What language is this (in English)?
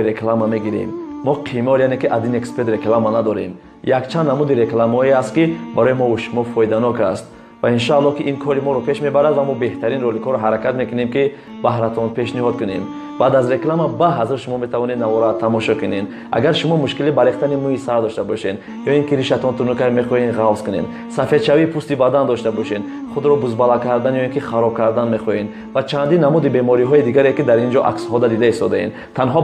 Tajik